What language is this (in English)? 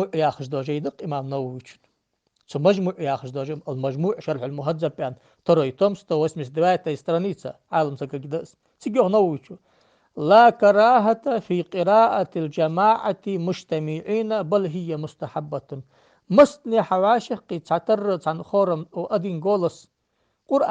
Ingush